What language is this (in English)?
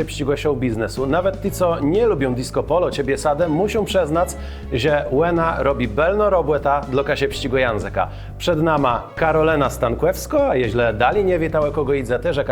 Kashubian